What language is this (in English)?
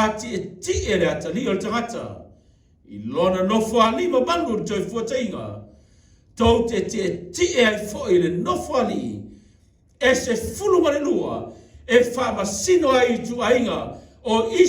Samoan